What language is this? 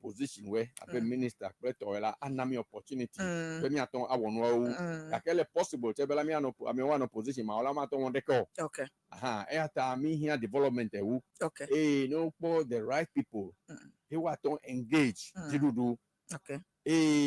Ewe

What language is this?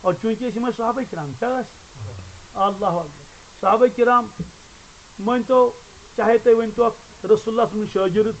Kashmiri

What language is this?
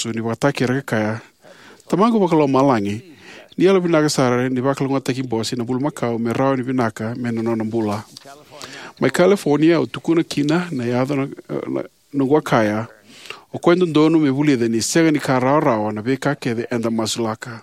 Fijian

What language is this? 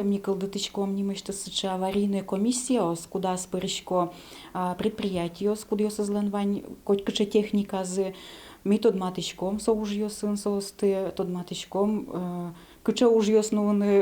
Udmurt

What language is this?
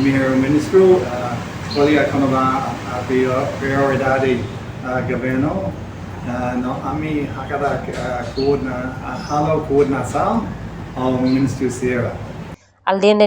Tetum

